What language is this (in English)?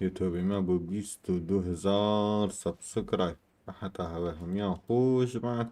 Kurdish